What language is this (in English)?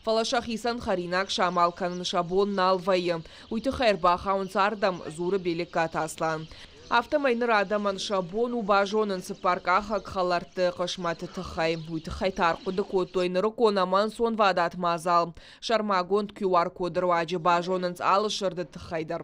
Ossetic